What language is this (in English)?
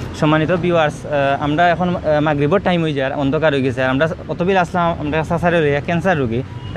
Sylheti